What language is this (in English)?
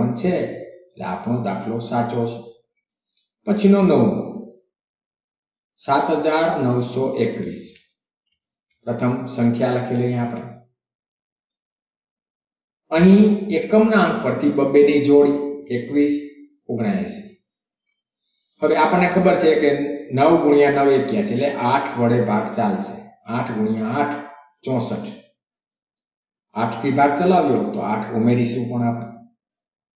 Gujarati